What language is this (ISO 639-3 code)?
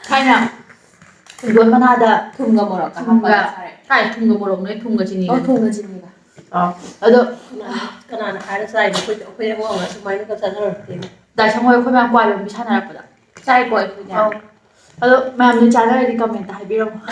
mni